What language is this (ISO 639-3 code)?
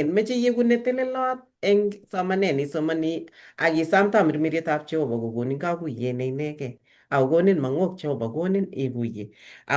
kln